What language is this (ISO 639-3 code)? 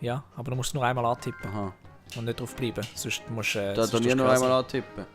gsw